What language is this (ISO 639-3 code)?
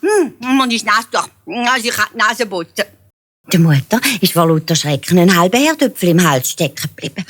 gsw